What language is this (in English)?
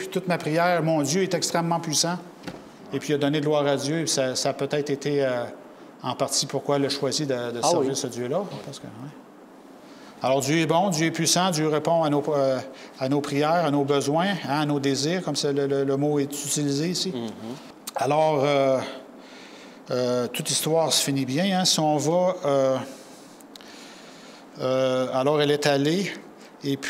French